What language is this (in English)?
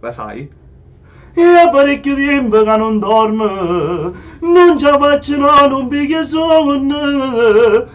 Neapolitan